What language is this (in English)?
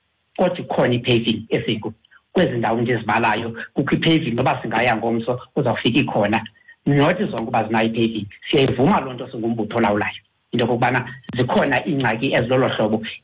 Xhosa